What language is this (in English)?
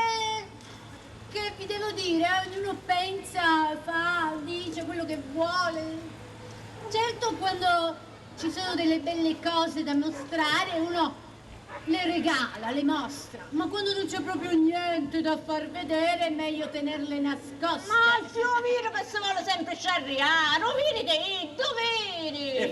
Sicilian